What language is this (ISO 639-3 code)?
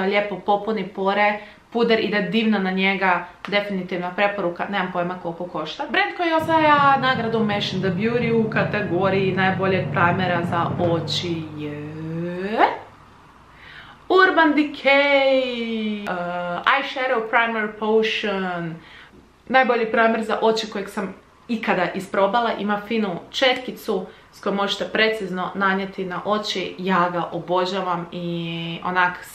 hrv